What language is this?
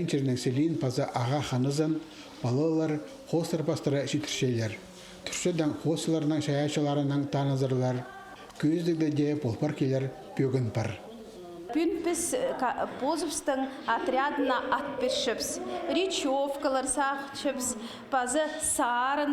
Khakas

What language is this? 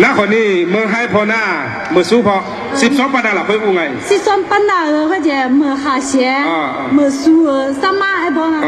Akha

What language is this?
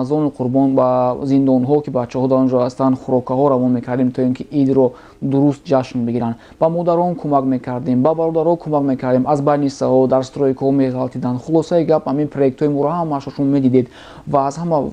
Tajik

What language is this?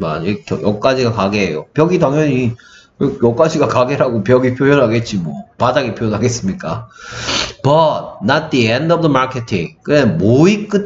Korean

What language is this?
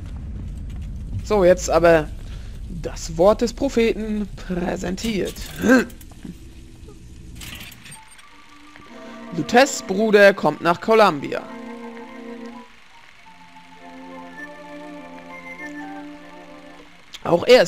German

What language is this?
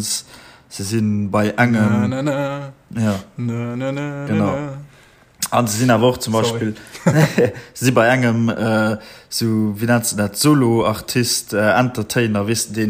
Luxembourgish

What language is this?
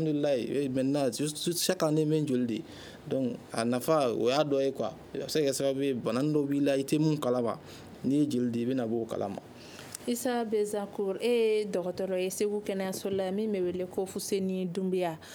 Bambara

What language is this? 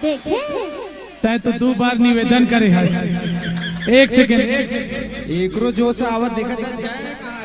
Chhattisgarhi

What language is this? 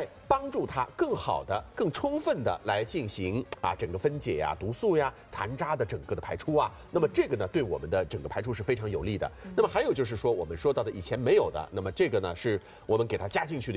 Chinese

